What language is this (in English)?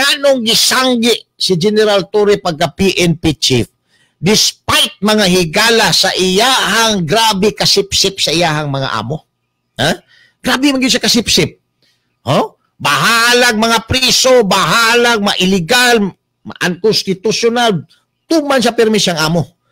Cebuano